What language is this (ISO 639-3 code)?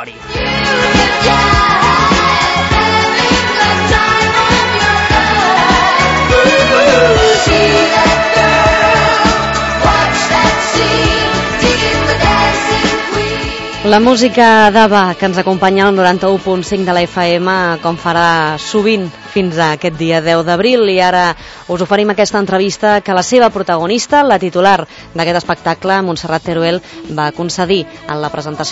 cat